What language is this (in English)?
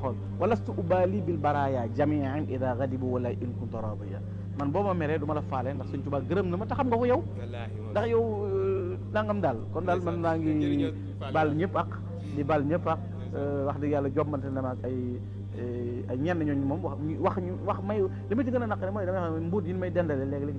Wolof